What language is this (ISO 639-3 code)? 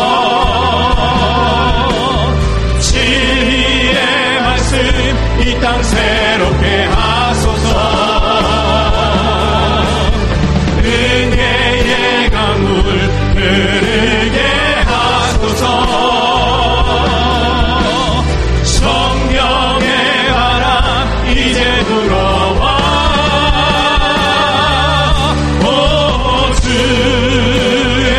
kor